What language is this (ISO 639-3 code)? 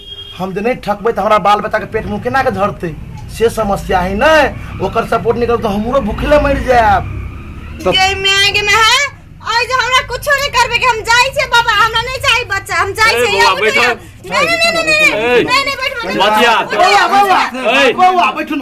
mai